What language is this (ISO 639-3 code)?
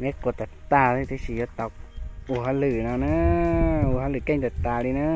hmn